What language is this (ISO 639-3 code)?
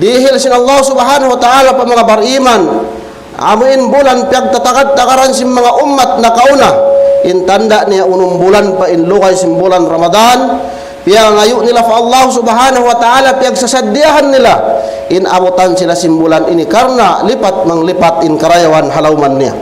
tsg